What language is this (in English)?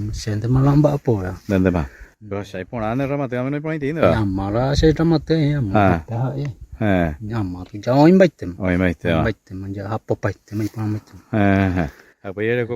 Guarani